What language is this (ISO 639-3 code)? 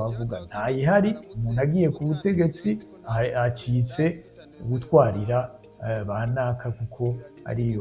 run